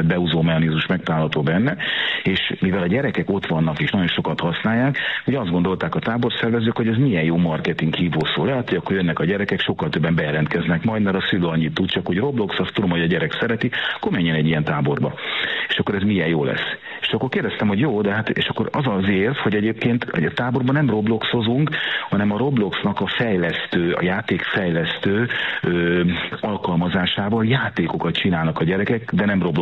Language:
Hungarian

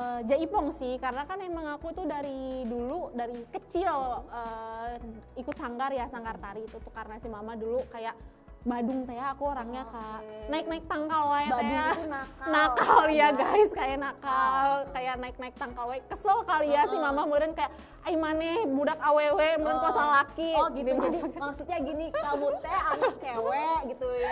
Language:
Indonesian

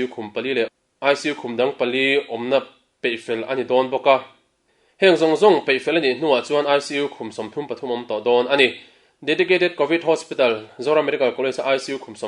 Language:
Mizo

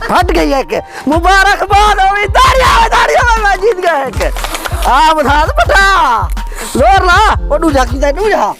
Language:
Saraiki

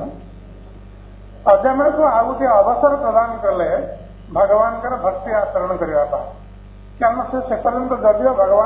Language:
Odia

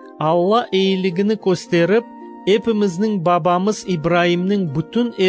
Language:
Crimean Tatar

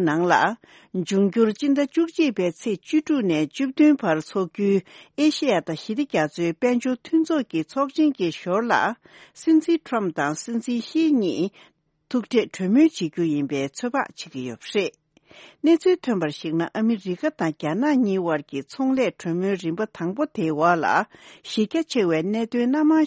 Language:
Tibetan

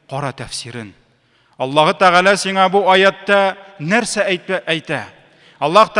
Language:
Tatar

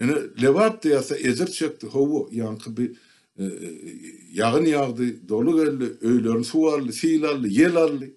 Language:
Turkmen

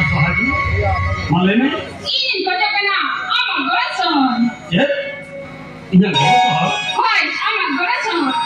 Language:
Santali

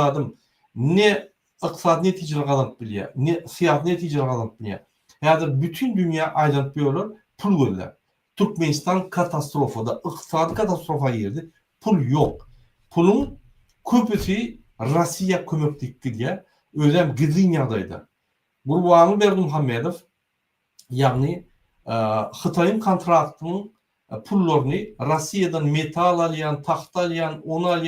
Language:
Turkmen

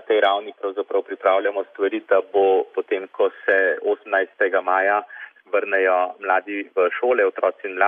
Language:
Slovenian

